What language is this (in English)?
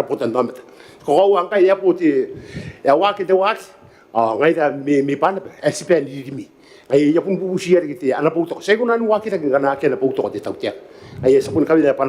Gilbertese